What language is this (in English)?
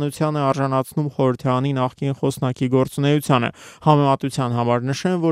Armenian